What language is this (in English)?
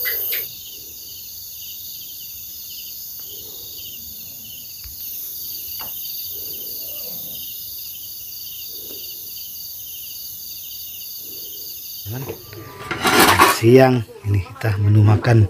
Indonesian